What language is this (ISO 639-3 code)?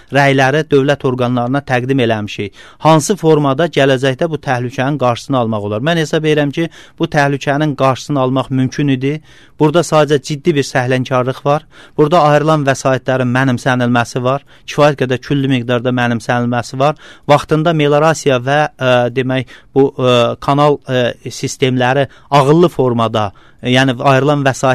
aze